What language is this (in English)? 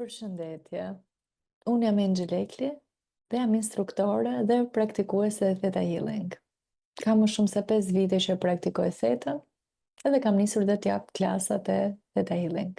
Albanian